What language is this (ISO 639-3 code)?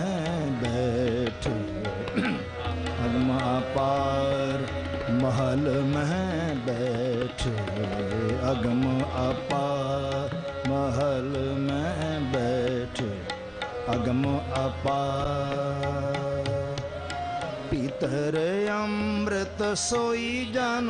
pan